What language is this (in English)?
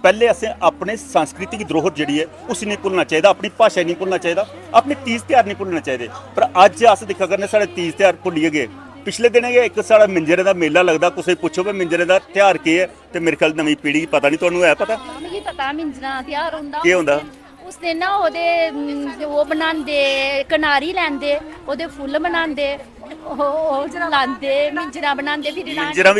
Dogri